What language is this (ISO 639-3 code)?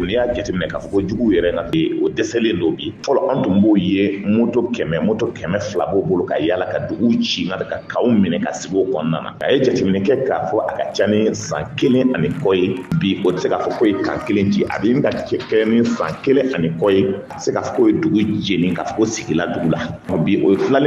bam